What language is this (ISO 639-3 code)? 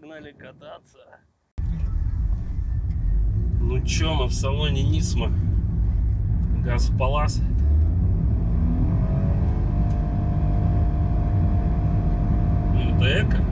rus